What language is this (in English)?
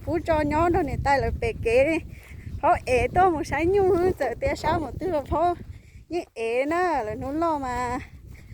Hmong